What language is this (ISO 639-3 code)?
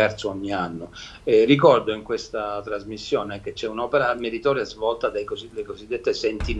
ita